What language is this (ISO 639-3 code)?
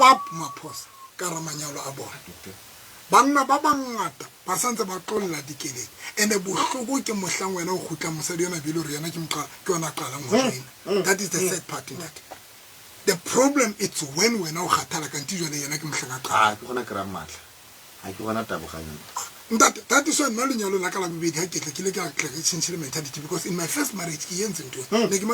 tsn